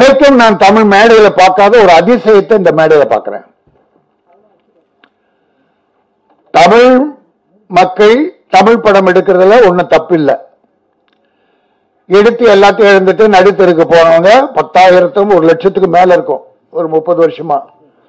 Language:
Tamil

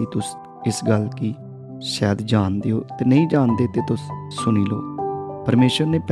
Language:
Dogri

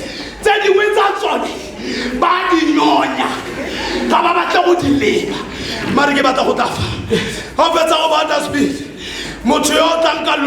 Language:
Tswana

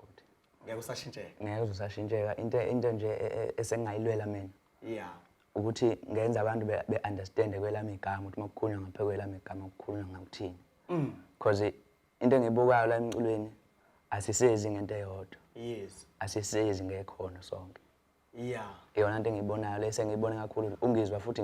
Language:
Zulu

